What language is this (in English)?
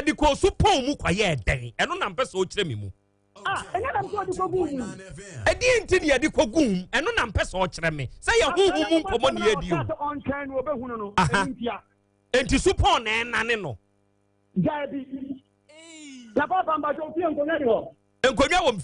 Akan